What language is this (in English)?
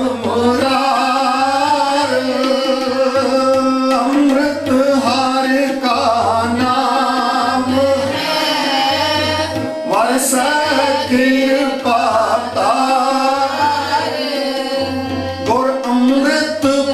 Punjabi